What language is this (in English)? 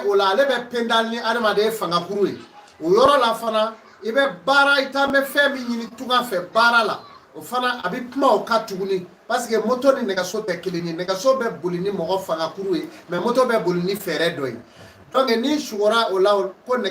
Bambara